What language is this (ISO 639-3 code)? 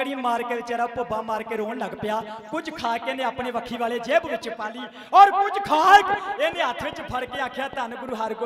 pan